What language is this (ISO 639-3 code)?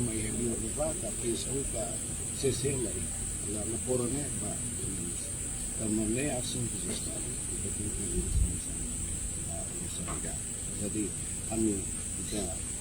tet